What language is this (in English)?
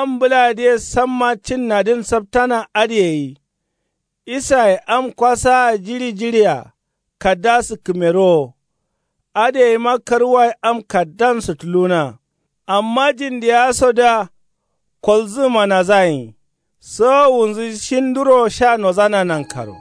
Kanuri